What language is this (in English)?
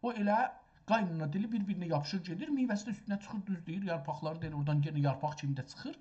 South Azerbaijani